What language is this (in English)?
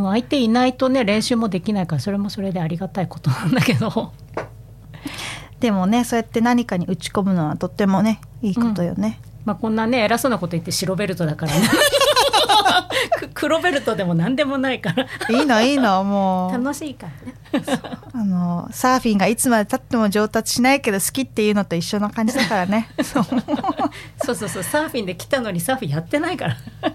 Japanese